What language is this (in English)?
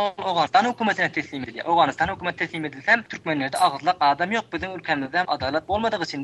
Turkmen